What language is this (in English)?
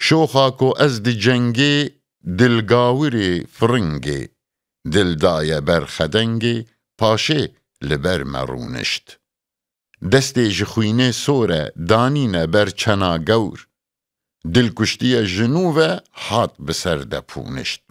Kurdish